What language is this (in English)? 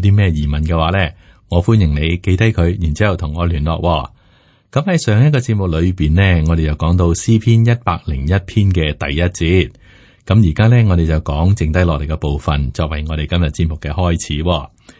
Cantonese